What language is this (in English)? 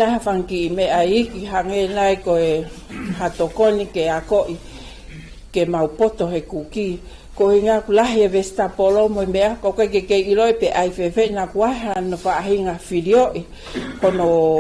Tongan